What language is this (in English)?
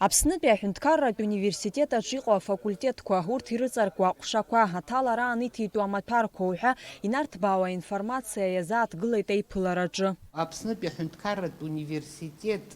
Abkhazian